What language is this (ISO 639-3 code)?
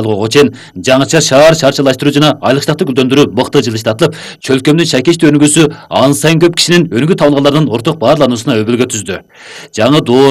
kir